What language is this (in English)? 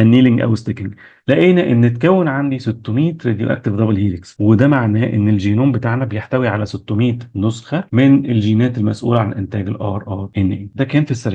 Egyptian Arabic